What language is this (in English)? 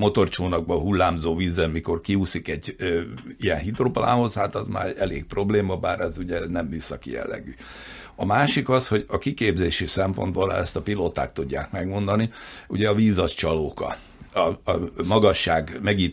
Hungarian